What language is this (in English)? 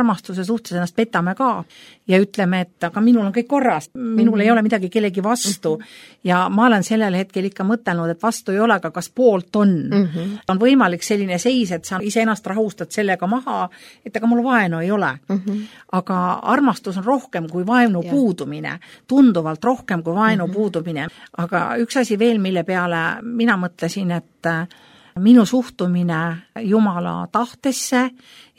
Estonian